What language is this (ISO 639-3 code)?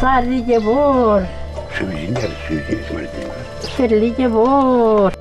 chv